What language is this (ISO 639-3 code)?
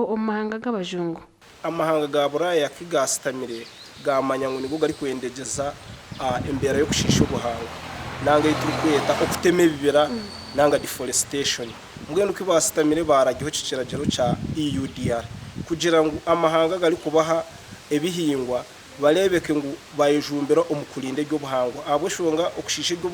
nyn